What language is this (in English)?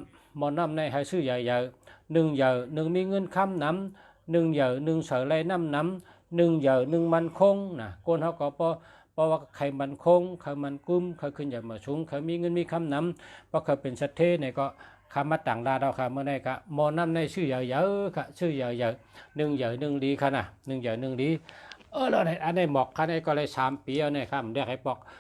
Shan